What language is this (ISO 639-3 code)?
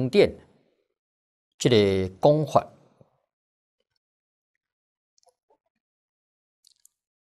zho